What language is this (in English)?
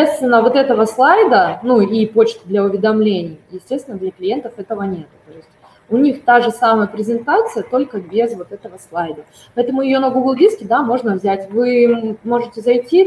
Russian